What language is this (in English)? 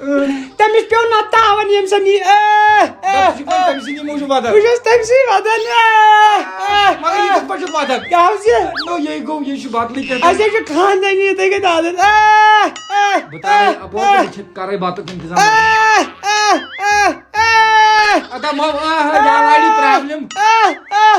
Kashmiri